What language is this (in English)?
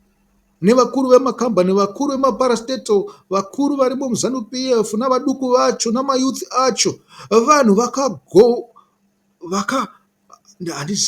Shona